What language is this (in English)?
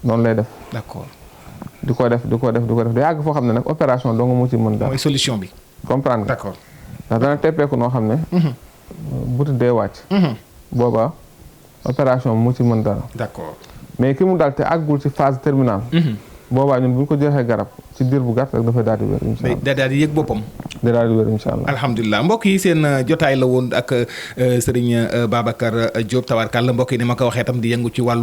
Wolof